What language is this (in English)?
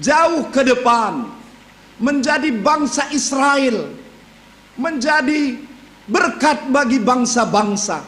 Batak Karo